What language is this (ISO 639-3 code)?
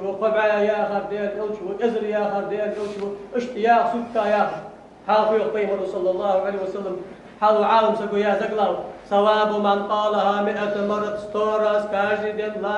inh